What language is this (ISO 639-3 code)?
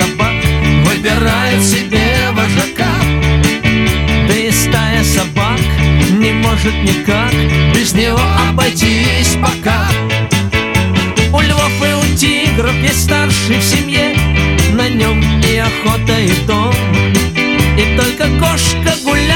rus